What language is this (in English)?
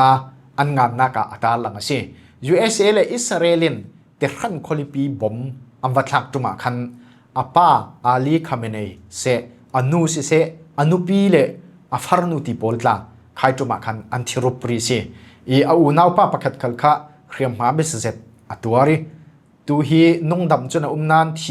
Falam Chin